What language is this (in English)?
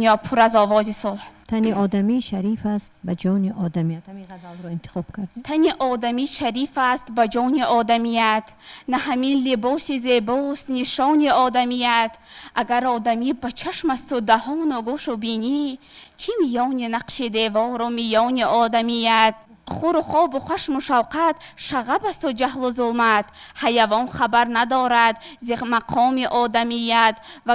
Tajik